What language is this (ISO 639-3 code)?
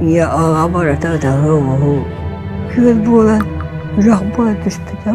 sah